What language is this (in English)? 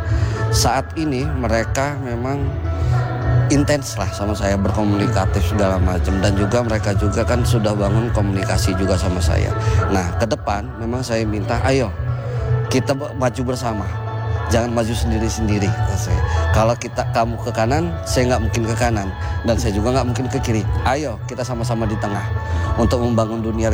Indonesian